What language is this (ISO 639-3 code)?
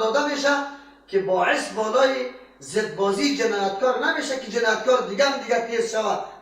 fas